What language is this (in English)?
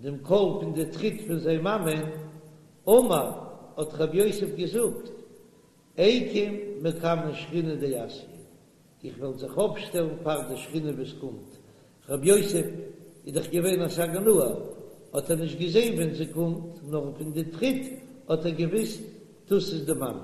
Yiddish